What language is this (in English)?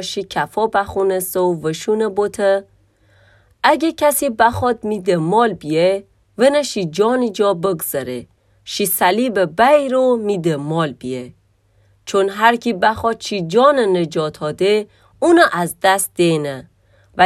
Gilaki